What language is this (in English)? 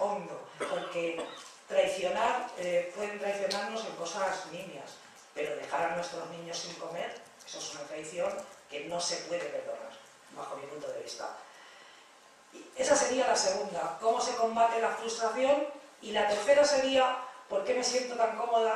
Spanish